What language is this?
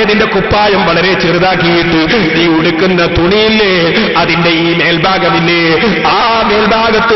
Malayalam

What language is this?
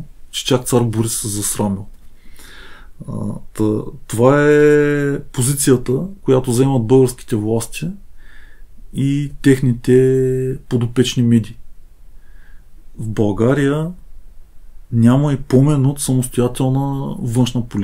Bulgarian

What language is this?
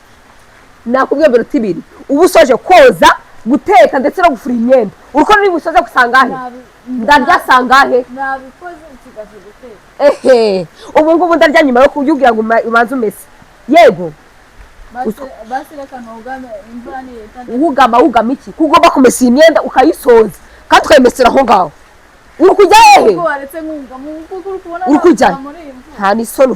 Kinyarwanda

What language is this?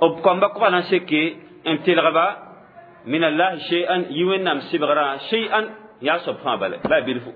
Mossi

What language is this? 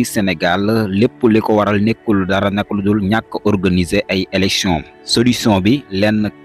Wolof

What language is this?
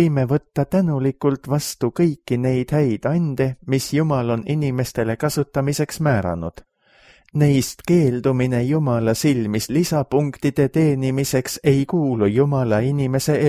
Estonian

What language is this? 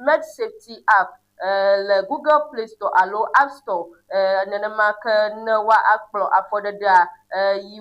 Ewe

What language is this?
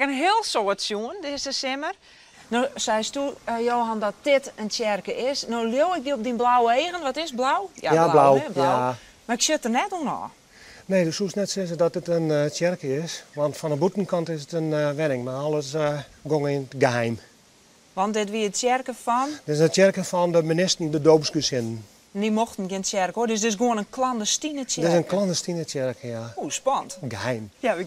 Western Frisian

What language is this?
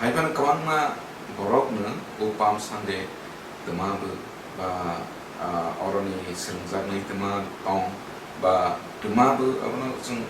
Kok Borok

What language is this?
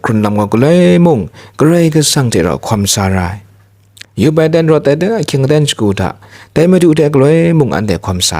Kachin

